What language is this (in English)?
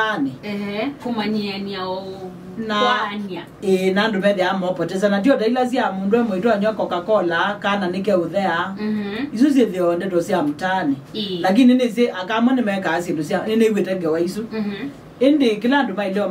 Kamba